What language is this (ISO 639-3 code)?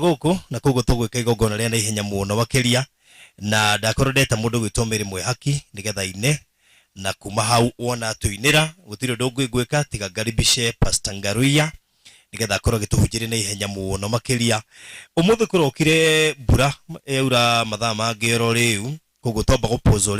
kik